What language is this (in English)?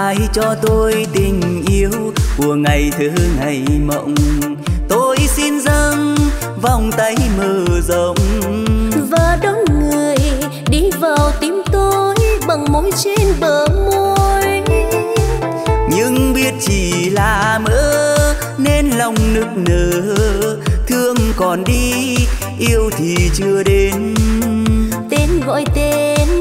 Vietnamese